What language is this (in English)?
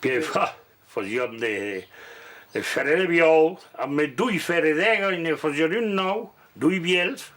Occitan